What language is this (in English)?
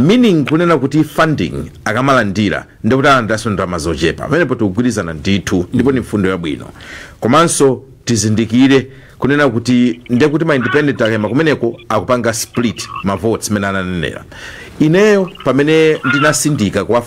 Nyanja